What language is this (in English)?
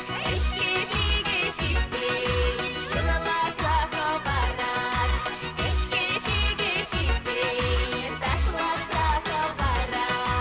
Chuvash